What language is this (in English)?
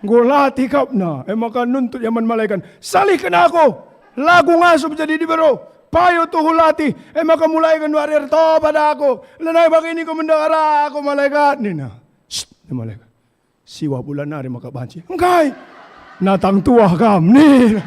Batak Karo